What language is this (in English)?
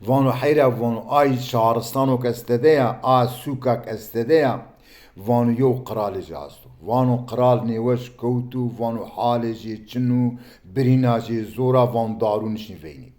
Zaza